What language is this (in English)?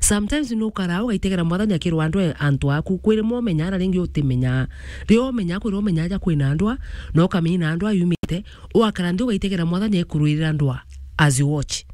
Meru